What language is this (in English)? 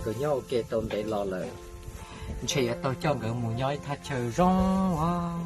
Hmong